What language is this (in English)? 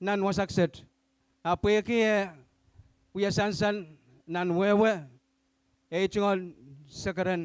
Pohnpeian